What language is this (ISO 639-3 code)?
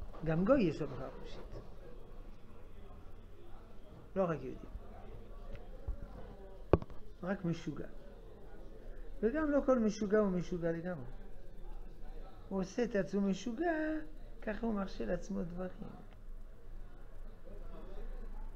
heb